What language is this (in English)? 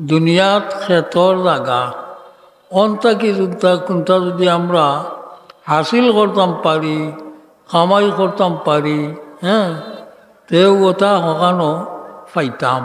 Sylheti